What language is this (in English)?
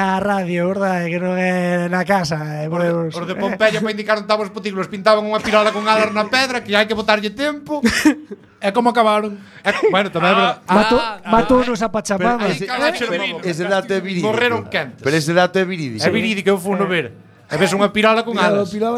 Galician